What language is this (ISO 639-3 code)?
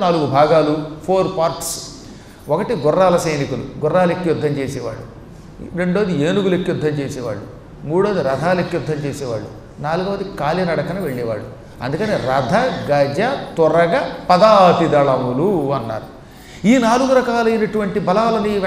tel